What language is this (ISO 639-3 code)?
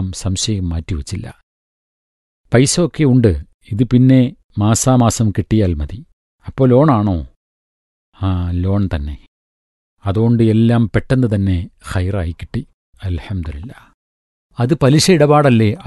mal